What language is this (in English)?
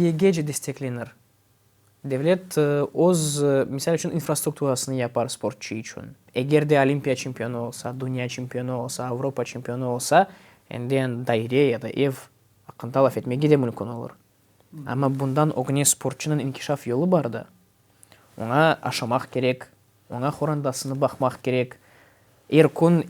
Crimean Tatar